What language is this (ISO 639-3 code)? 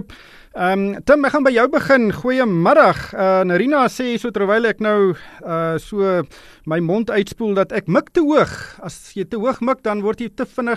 afr